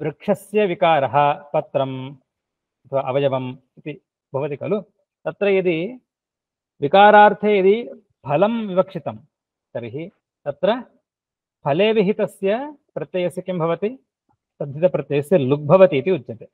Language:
Sanskrit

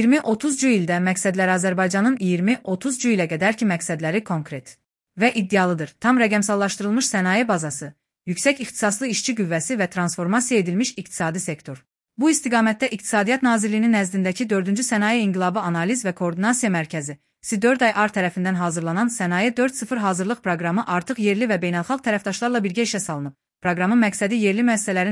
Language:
Azerbaijani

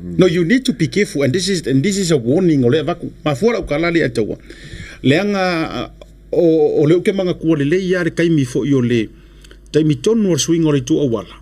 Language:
Samoan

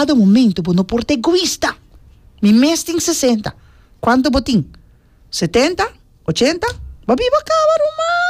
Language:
Papiamento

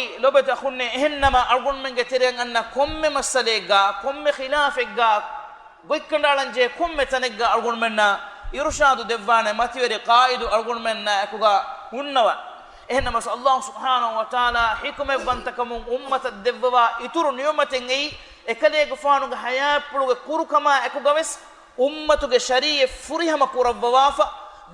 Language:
Divehi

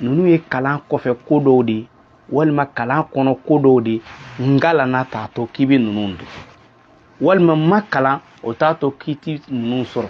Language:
Bambara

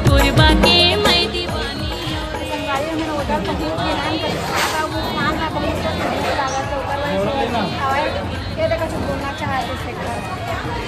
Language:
Chhattisgarhi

